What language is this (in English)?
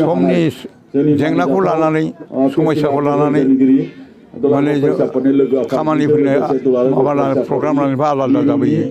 Bodo